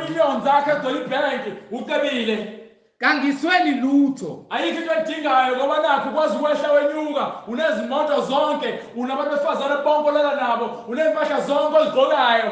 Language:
Zulu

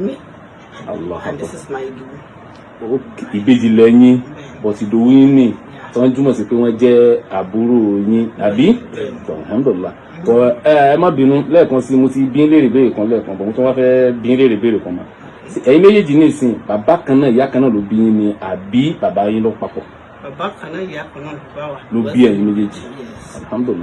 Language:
Yoruba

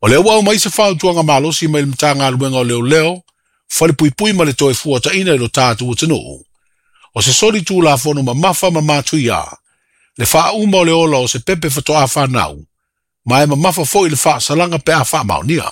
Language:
Samoan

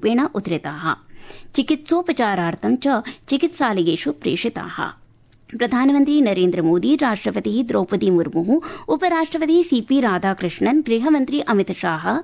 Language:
Sanskrit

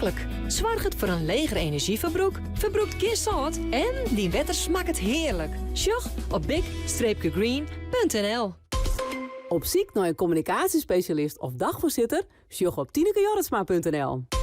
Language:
Western Frisian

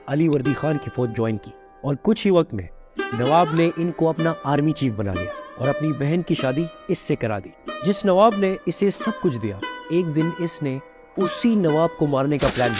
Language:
Urdu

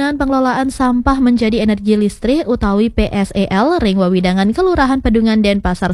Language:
Balinese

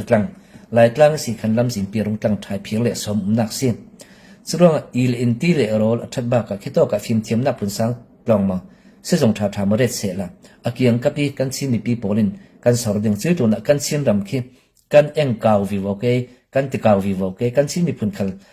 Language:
Falam Chin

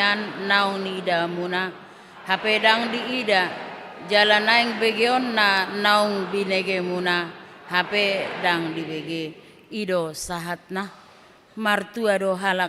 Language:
Batak Toba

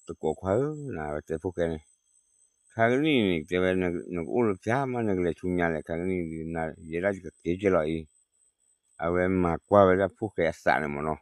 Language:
S'gaw Karen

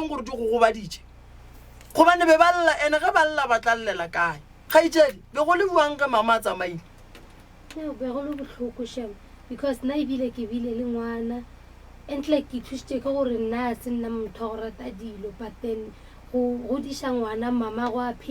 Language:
Northern Sotho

